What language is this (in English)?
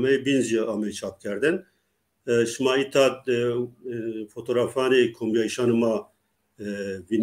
Zaza